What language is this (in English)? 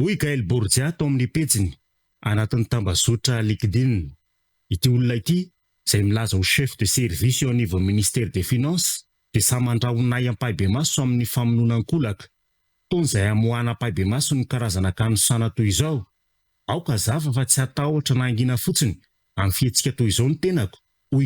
Malagasy